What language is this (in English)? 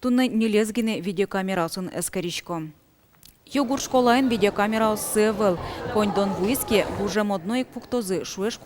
Udmurt